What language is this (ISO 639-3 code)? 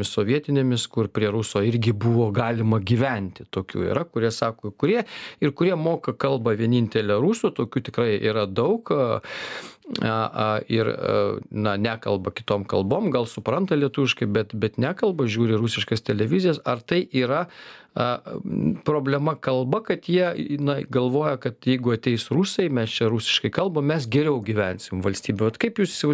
lit